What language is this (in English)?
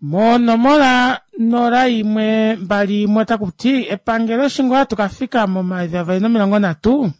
Kuanyama